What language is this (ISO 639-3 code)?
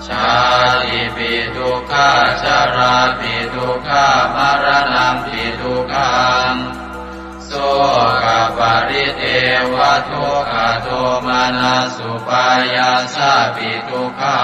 pli